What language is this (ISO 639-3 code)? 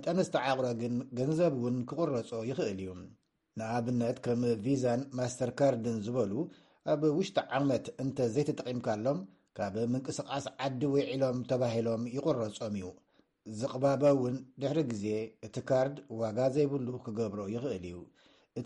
tir